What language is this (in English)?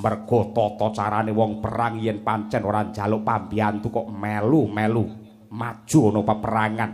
Javanese